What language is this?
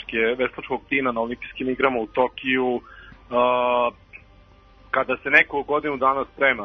Serbian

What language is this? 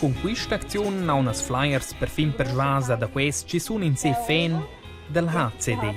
Romansh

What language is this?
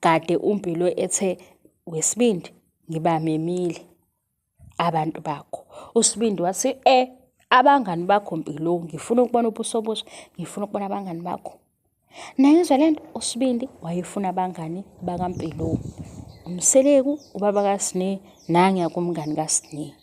Zulu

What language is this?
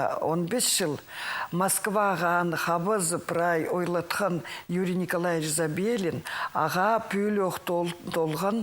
Khakas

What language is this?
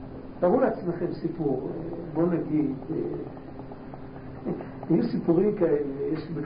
Hebrew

